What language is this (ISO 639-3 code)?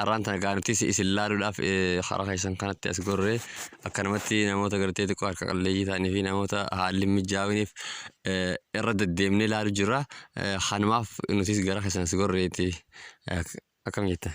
orm